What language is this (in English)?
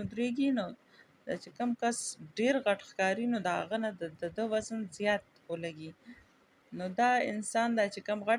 Pashto